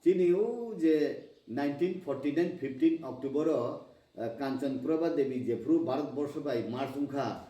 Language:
Kok Borok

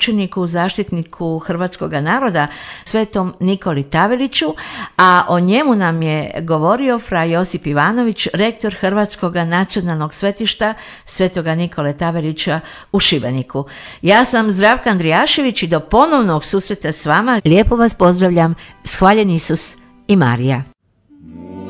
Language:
Croatian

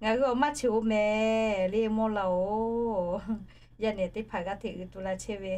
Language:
Lahu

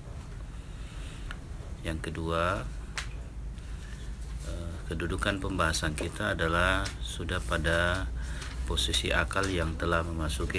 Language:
Indonesian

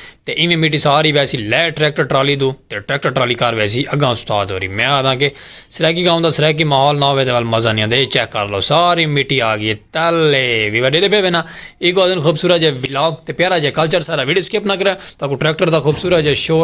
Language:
Saraiki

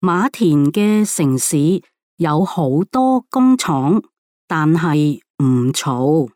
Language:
Cantonese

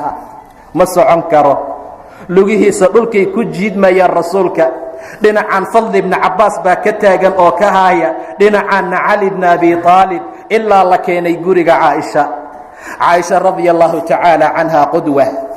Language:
Somali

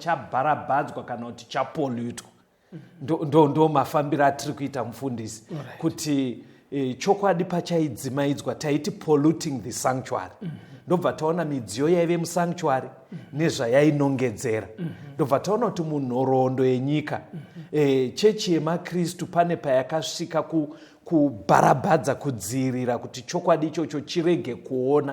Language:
Shona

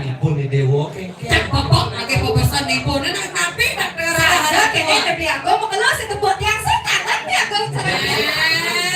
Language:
Balinese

